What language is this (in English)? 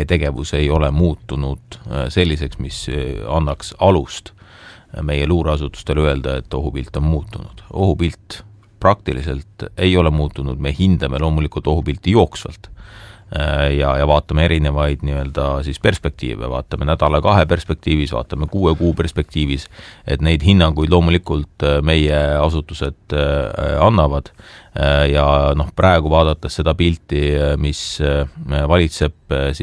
Estonian